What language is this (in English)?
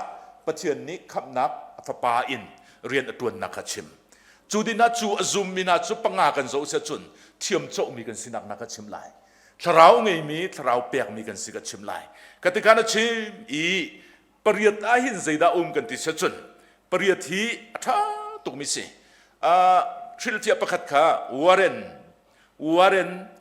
Hakha Chin